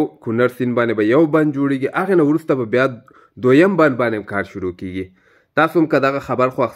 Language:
Pashto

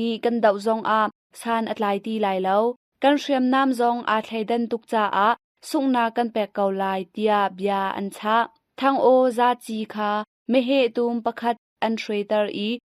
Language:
Hakha Chin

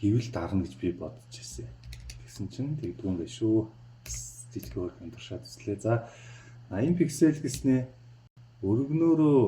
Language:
Mongolian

